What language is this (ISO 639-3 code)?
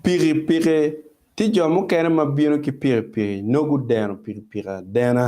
ach